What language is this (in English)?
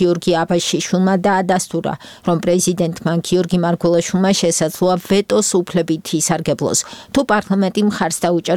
Georgian